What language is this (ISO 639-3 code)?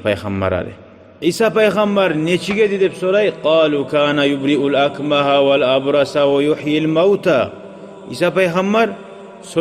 kum